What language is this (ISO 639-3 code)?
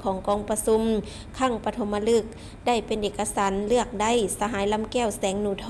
lao